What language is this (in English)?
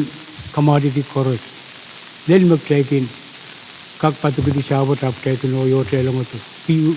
Pohnpeian